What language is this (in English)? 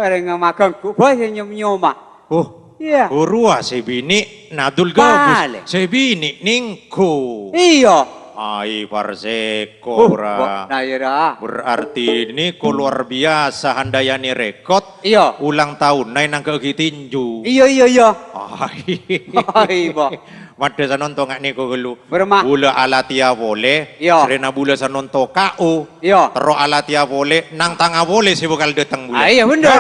Madurese